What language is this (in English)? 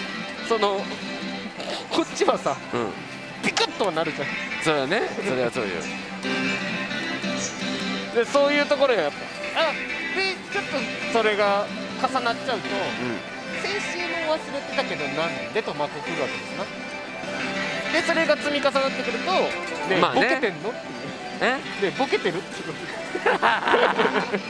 Japanese